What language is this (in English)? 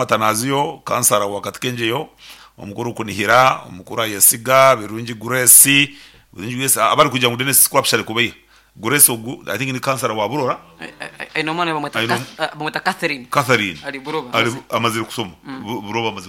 Nyankole